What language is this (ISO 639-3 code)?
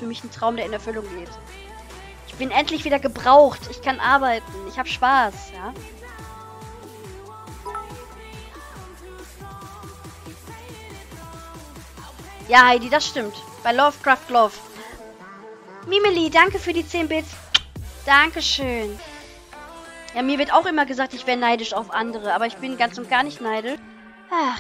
deu